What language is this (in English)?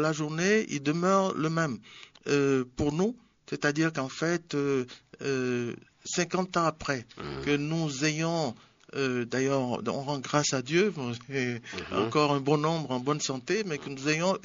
French